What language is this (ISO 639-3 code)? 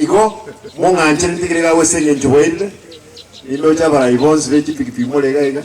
guz